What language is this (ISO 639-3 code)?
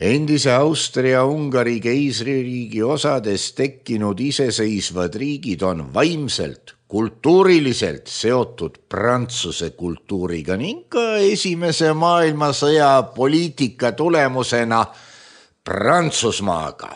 est